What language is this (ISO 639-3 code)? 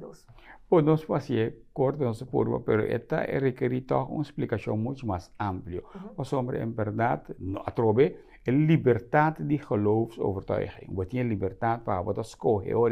pap